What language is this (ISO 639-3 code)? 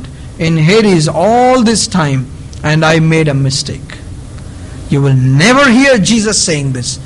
eng